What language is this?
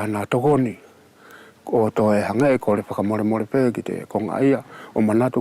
Wallisian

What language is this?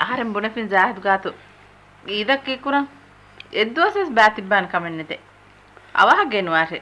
Divehi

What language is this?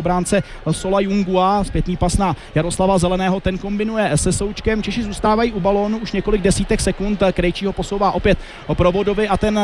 Czech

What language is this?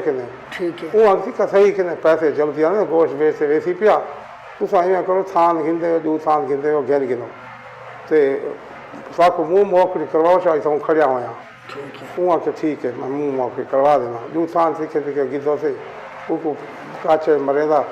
Saraiki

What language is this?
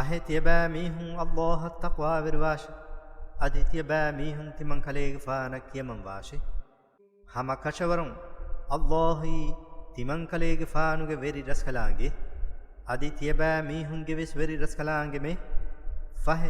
Divehi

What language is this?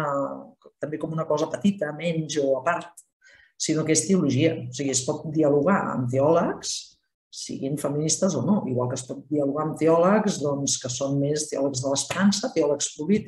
Catalan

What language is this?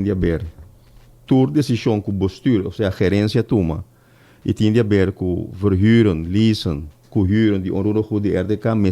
Papiamento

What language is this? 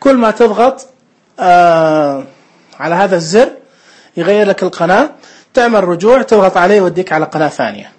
Najdi Arabic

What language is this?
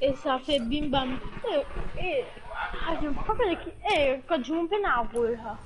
Morisyen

